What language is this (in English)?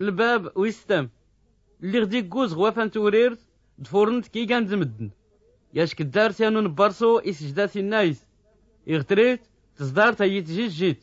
Tachelhit